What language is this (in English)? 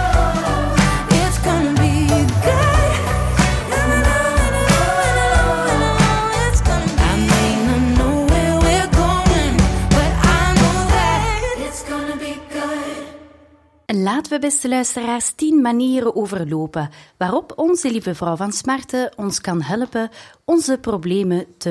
Dutch